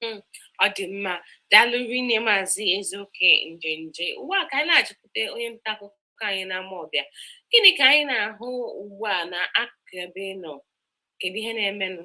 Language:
Igbo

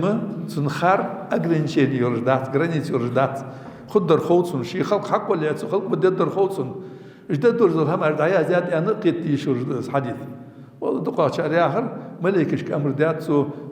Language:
Ingush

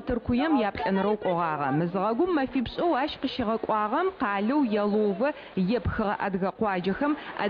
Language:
Adyghe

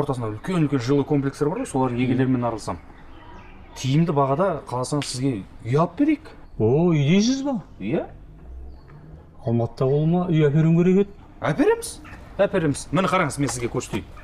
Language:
Kazakh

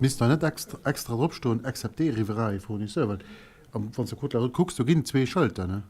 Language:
Luxembourgish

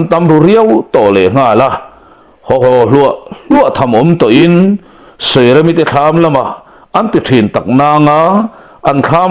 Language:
Mizo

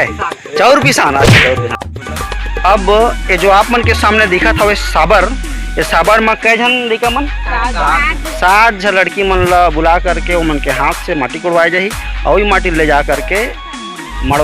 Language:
Chhattisgarhi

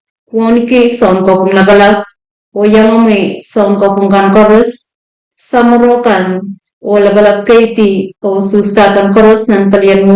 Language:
Pohnpeian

